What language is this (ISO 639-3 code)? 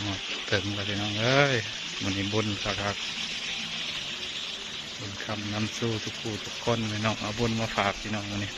tts